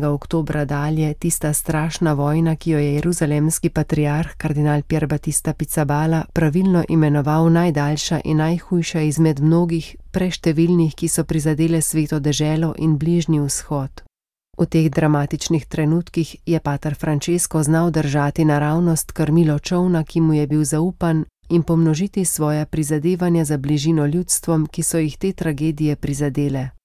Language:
Slovenian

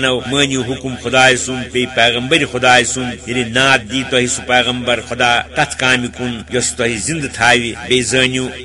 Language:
Kashmiri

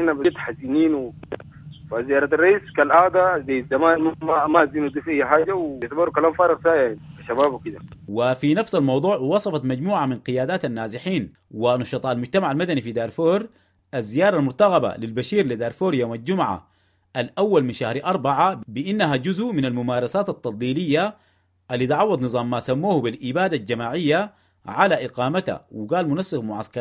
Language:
Sudanese Arabic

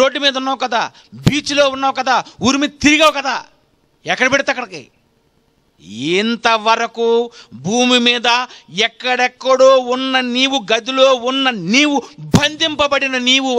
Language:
Telugu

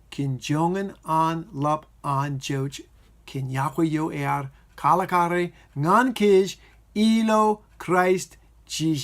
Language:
Marshallese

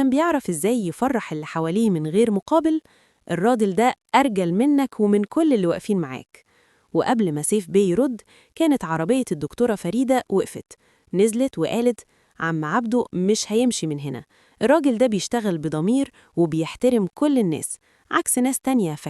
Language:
Egyptian Arabic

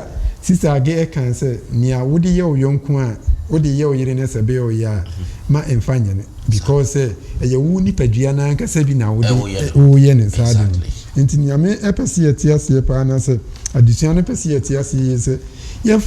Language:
Akan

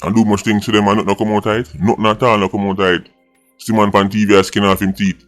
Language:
Jamaican Creole English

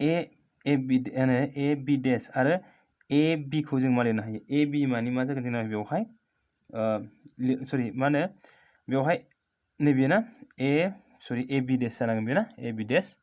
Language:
Bodo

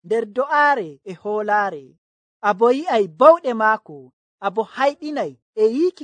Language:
Nigerian Fulfulde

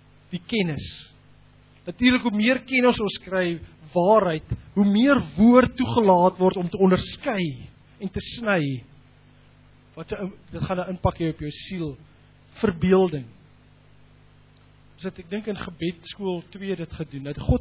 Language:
Afrikaans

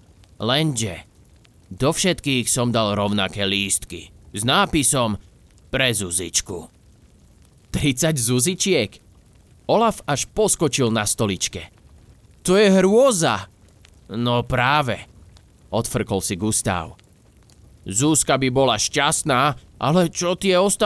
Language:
Slovak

